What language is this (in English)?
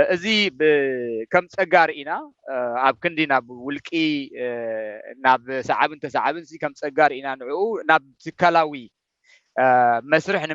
Tigrinya